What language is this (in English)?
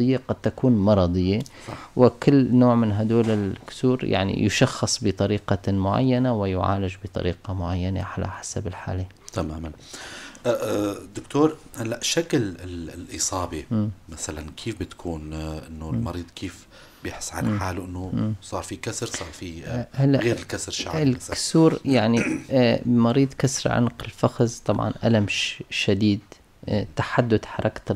North Levantine Arabic